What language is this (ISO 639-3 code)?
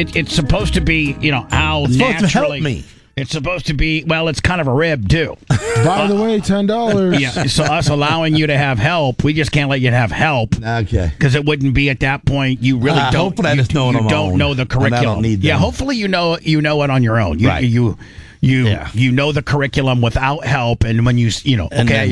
eng